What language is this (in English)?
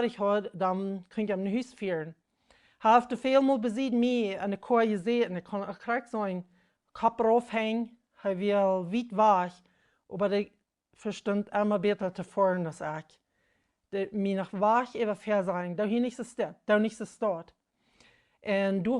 Plautdietsch